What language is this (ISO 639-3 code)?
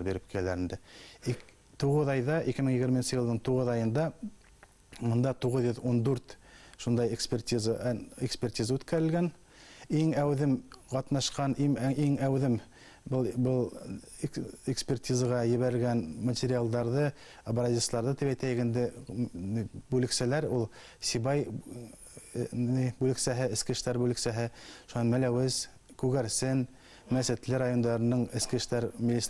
bak